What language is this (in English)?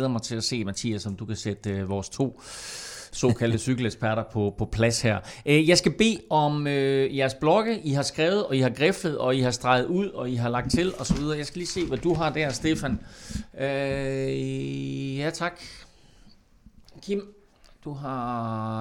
Danish